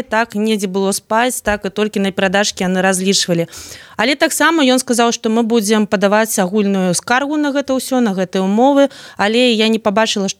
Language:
Belarusian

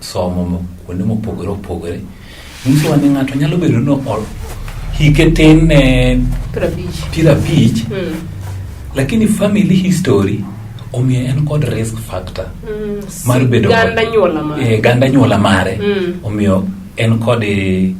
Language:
Luo (Kenya and Tanzania)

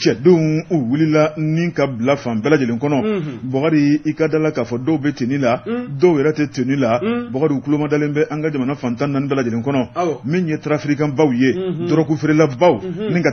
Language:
Bambara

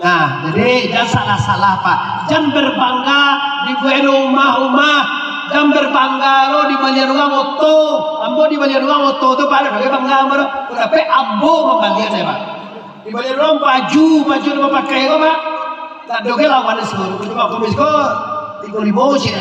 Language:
Minangkabau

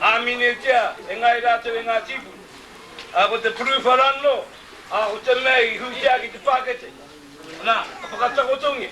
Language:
Māori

